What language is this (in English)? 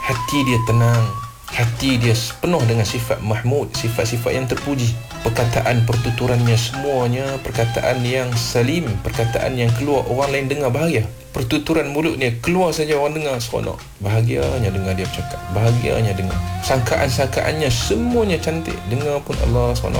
Malay